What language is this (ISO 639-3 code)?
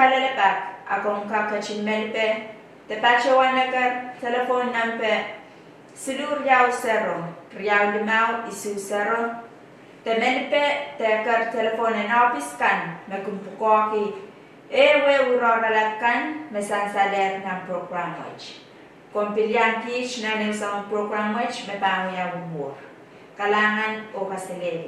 pon